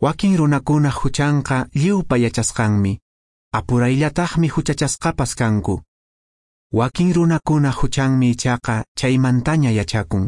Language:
Quechua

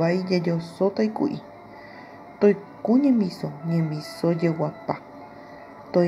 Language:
Guarani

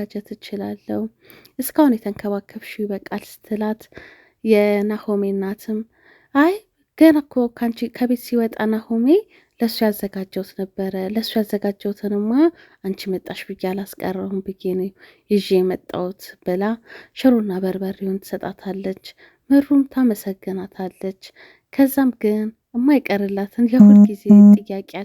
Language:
Amharic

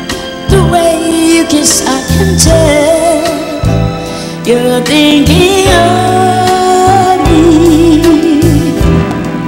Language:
English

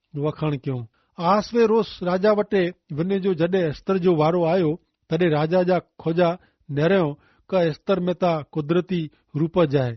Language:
Kachhi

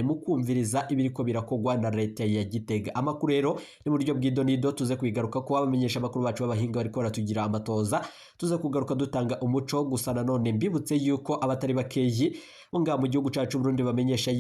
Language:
Rundi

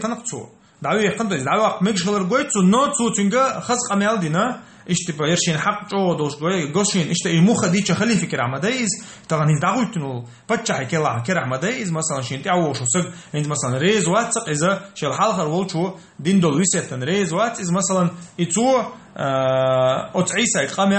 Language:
Chechen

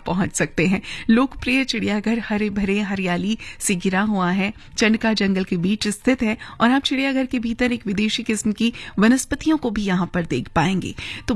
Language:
Hindi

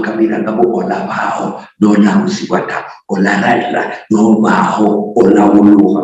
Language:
Luyia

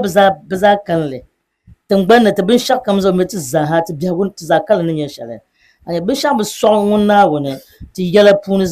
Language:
Dagbani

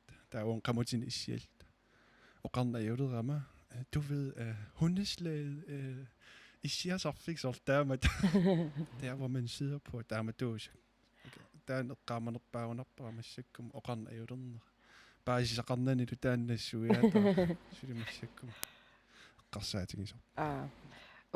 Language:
Kalaallisut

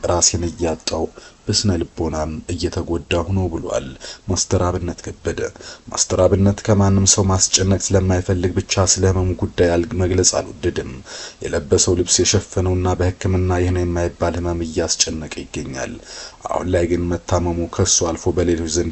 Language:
Amharic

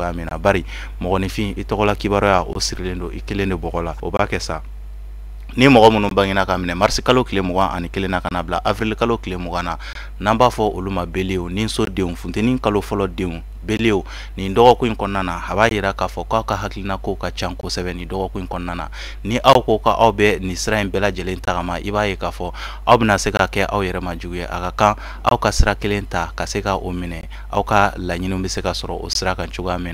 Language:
Bambara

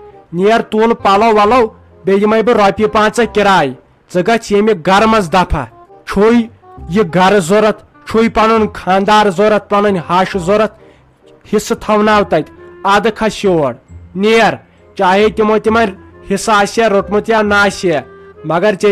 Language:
Kashmiri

